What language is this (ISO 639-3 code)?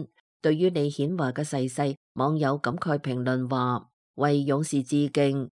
yue